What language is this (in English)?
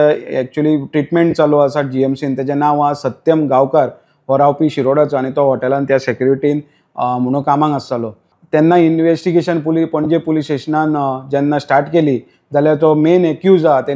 Konkani